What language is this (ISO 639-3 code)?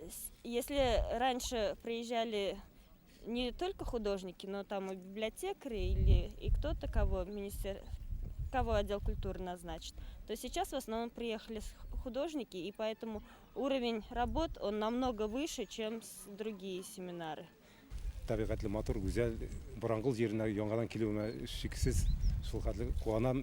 bak